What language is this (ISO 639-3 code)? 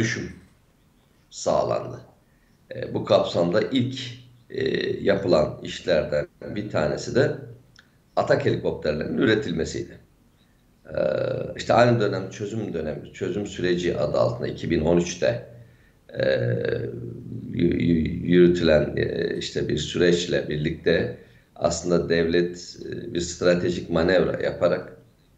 tur